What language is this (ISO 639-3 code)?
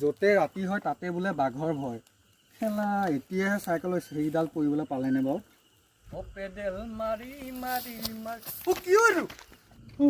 asm